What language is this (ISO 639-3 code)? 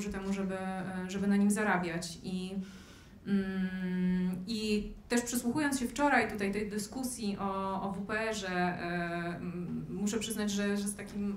pol